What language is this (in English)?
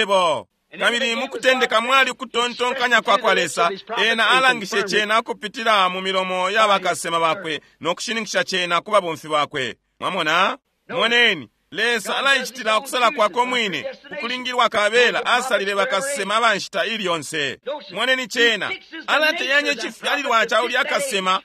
Bemba